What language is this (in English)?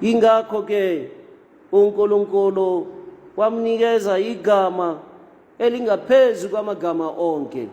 Tswana